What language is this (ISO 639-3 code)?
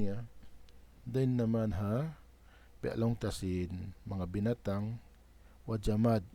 tsg